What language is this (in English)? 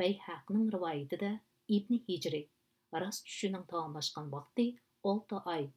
Uyghur